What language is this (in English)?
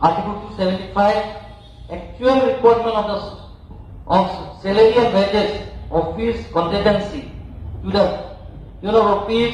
Karbi